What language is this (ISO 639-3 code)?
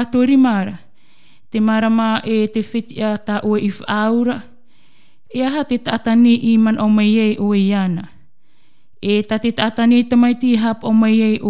tah